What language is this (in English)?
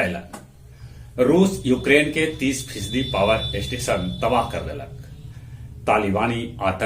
Magahi